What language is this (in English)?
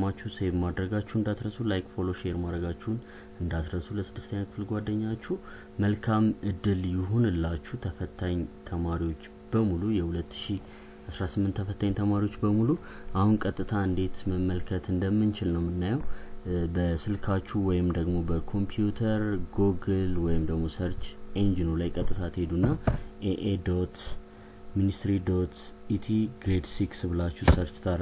Amharic